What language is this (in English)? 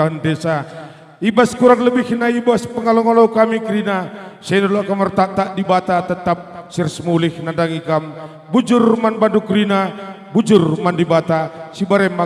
Batak Karo